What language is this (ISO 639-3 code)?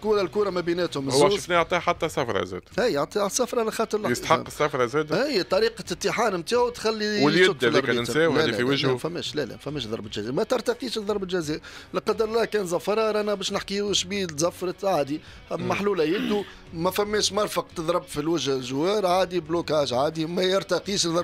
aeb